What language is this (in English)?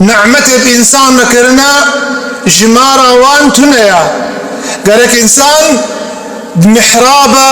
Kurdish